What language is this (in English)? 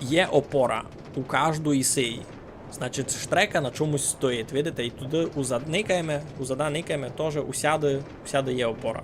Rusyn